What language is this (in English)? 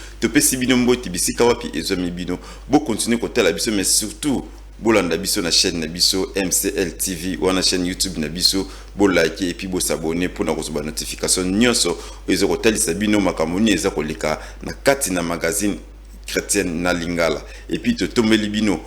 Lingala